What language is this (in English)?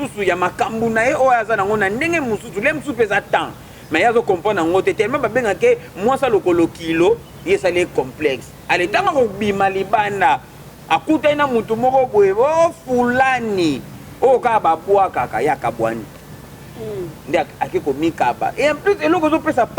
Lingala